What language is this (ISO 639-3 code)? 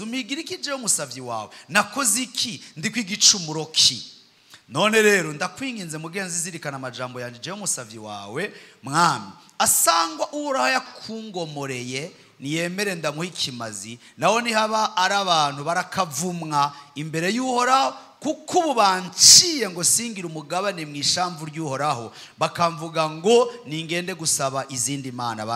run